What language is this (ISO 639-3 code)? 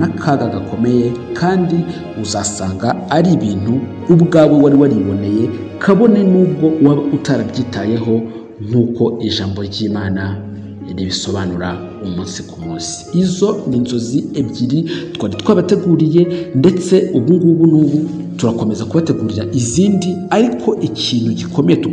kin